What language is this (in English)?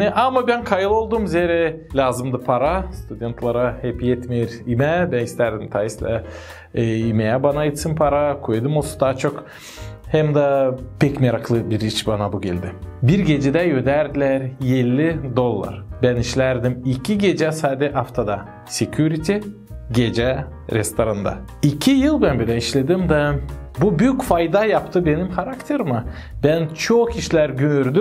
Gagauz